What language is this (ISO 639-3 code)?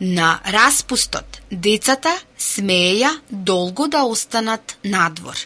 mkd